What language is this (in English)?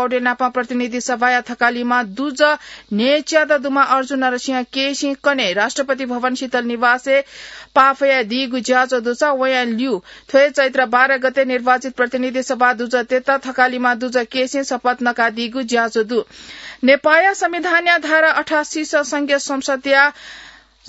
Newari